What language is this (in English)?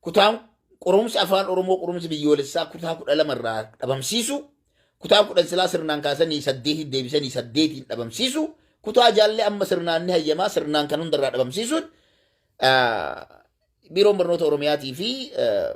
Oromo